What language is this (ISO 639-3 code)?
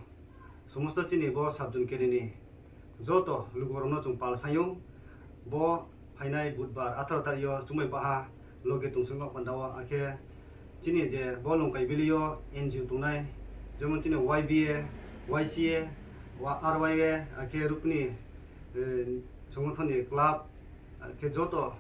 ria